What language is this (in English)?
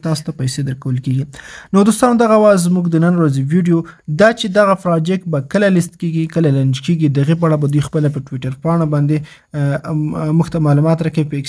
Pashto